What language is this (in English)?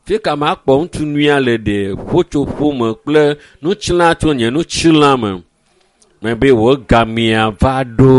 Ewe